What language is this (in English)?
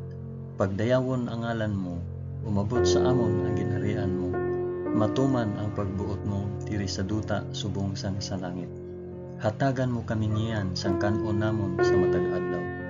Hiligaynon